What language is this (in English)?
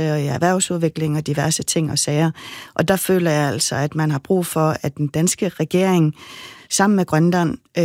Danish